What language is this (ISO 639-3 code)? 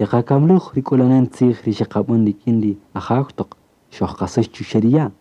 cak